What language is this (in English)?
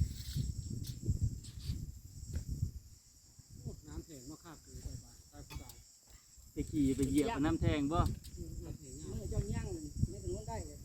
Northeastern Thai